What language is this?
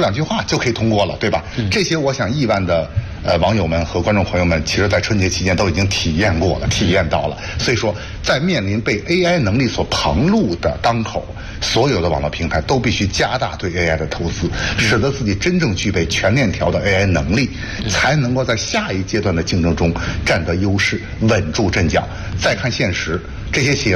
Chinese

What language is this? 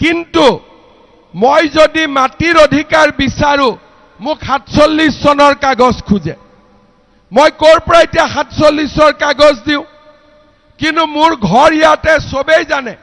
Assamese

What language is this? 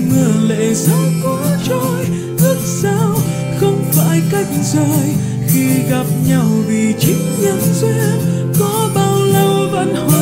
Vietnamese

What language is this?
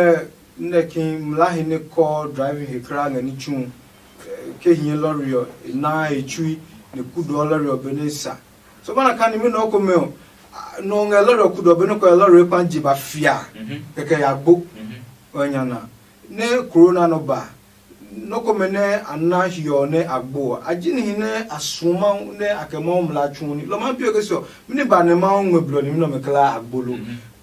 Adangme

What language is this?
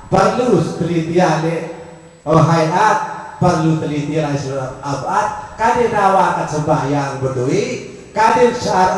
Sasak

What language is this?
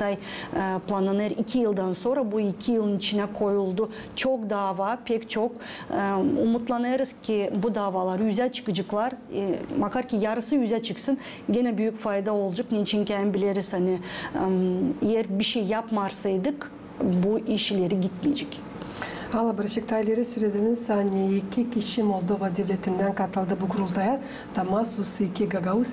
Gagauz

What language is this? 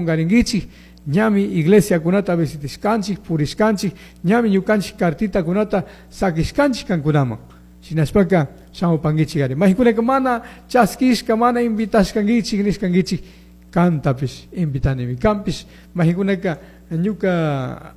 Chimborazo Highland Quichua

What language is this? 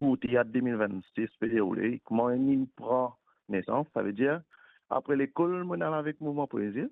Morisyen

